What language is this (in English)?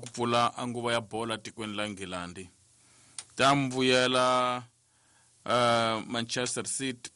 Tsonga